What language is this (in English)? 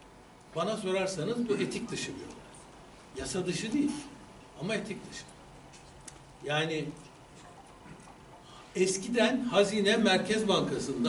Turkish